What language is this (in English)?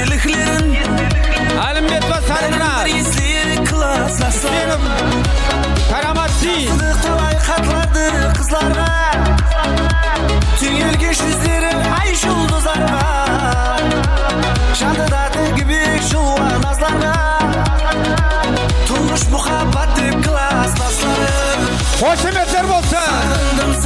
Kara-Kalpak